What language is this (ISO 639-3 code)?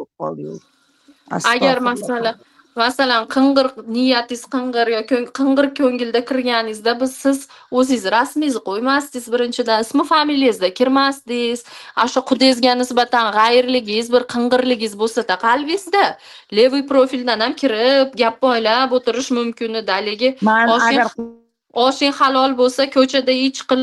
uzb